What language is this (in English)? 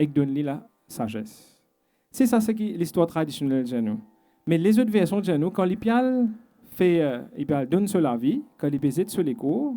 Morisyen